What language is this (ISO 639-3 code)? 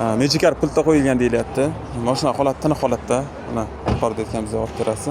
uzb